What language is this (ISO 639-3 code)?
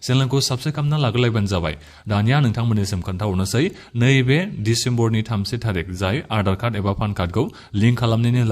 brx